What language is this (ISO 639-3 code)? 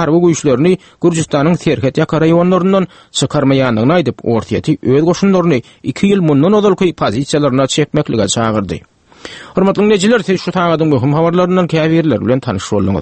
tuk